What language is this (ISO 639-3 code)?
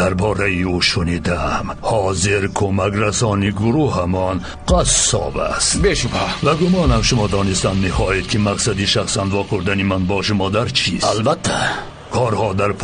tgk